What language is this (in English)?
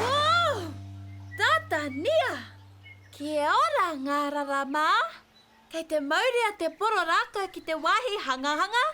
Māori